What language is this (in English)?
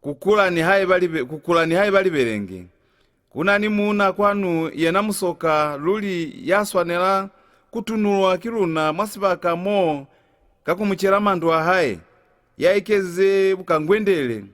Lozi